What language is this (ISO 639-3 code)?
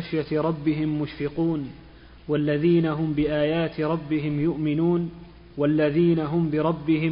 ara